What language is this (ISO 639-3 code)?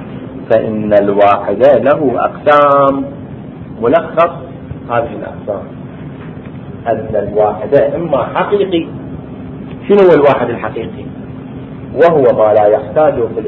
ara